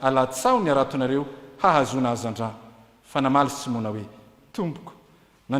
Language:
Malagasy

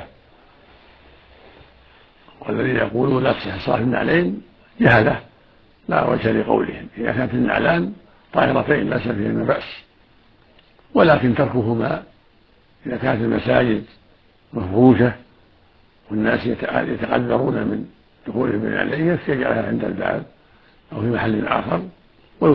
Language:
Arabic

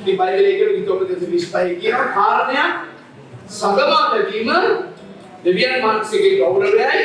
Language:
Sinhala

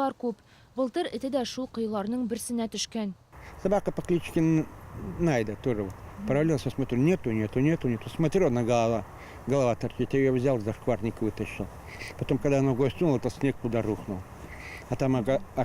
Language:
Tatar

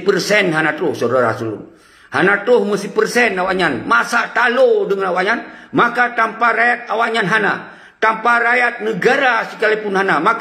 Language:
Achinese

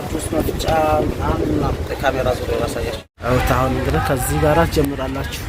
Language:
Amharic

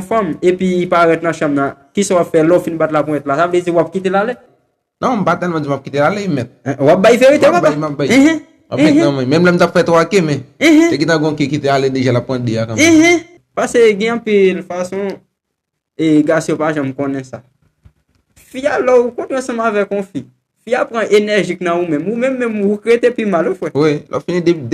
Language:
Haitian Creole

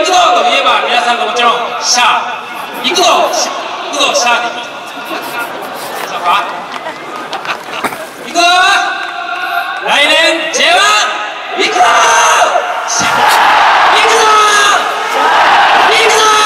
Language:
Japanese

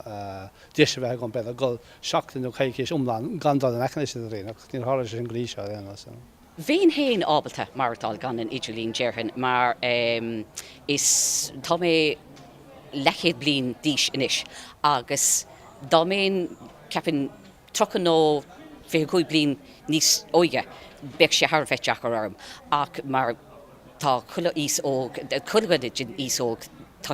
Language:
Irish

